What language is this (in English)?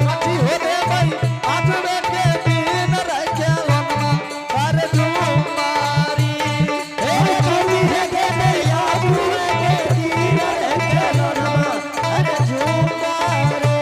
Angika